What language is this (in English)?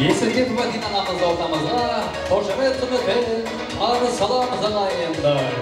Kara-Kalpak